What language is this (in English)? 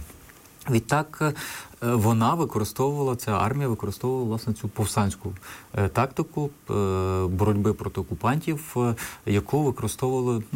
Ukrainian